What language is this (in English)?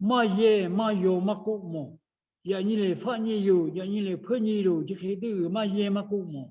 Lahu